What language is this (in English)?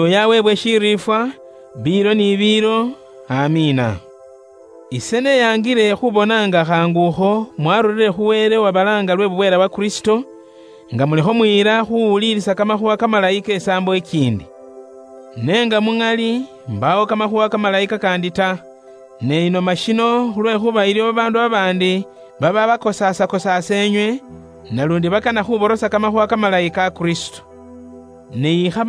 Luyia